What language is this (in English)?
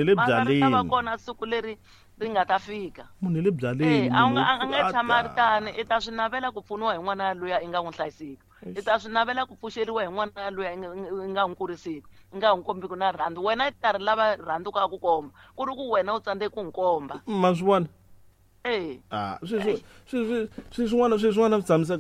Tsonga